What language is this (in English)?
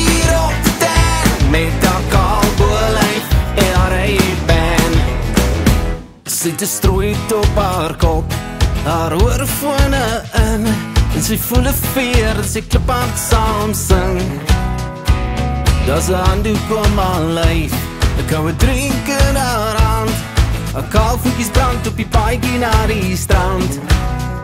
Afrikaans